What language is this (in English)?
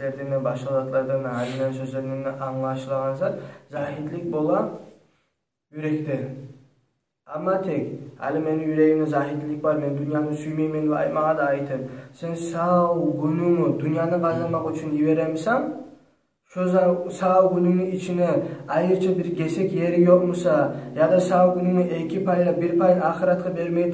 Kumyk